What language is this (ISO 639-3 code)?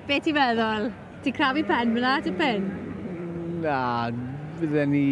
cym